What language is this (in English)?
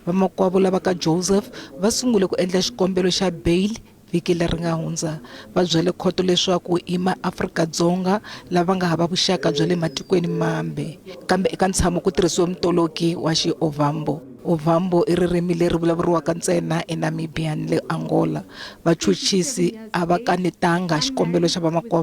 Tsonga